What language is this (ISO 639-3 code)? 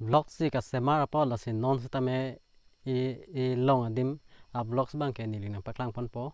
mjw